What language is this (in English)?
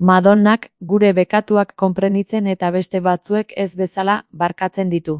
Basque